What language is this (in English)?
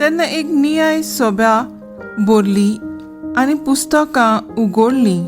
Konkani